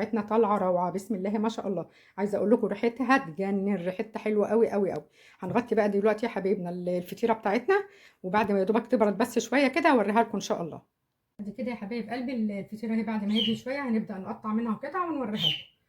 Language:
Egyptian Arabic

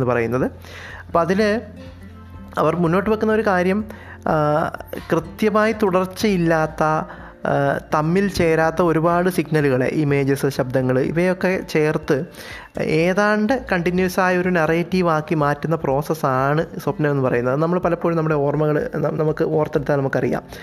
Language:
Malayalam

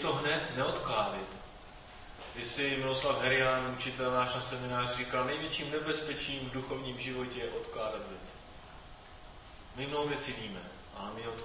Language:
Czech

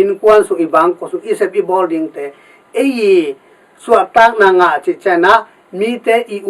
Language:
Tedim Chin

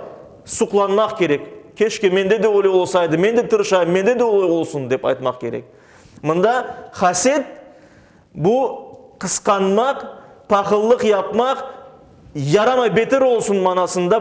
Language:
Crimean Tatar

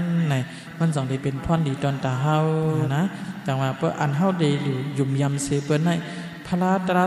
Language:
Shan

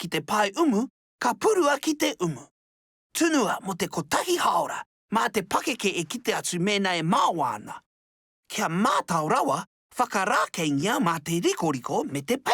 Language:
Māori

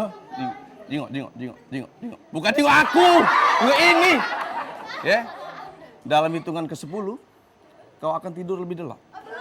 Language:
Musi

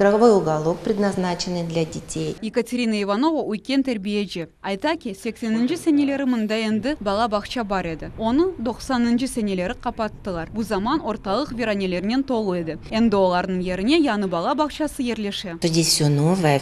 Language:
Crimean Tatar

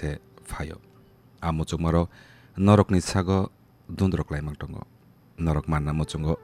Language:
Kok Borok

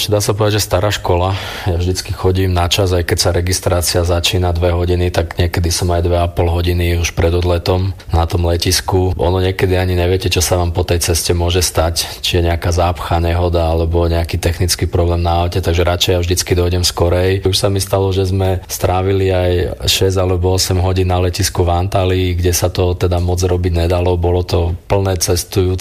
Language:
Slovak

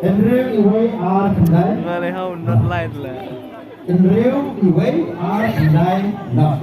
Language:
Khasi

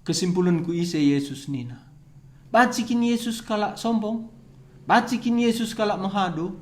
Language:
Batak Karo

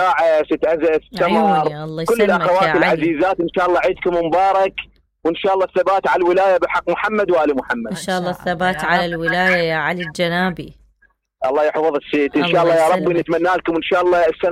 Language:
Mesopotamian Arabic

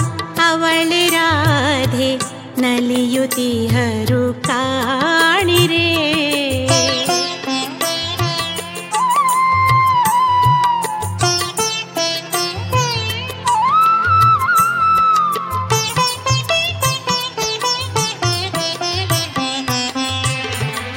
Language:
Kannada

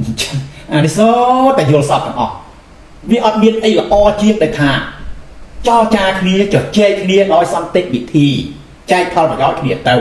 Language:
Khmer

